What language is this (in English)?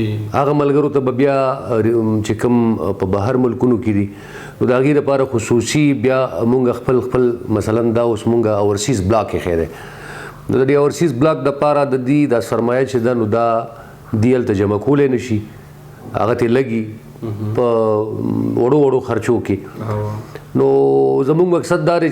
Pashto